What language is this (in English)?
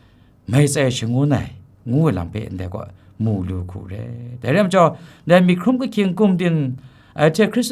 Kachin